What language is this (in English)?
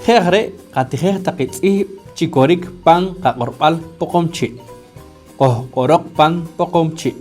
Poqomchi'